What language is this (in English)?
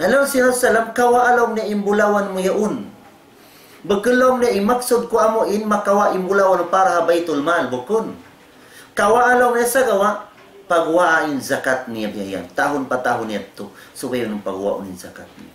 Tausug